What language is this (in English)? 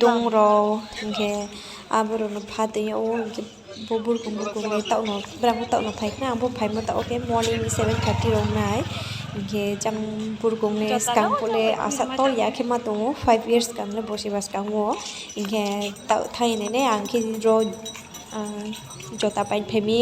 Riang (India)